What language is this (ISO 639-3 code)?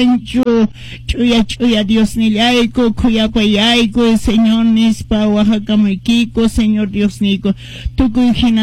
que